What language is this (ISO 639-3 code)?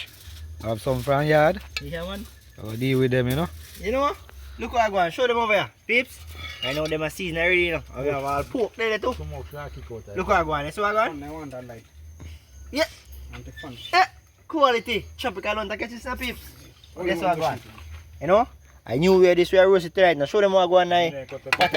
jam